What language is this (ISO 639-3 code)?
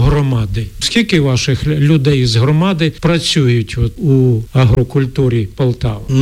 ukr